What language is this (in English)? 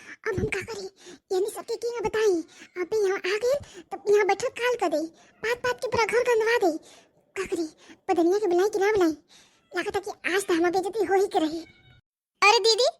Bhojpuri